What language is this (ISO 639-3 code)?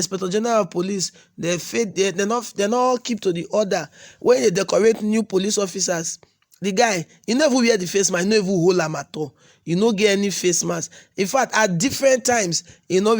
pcm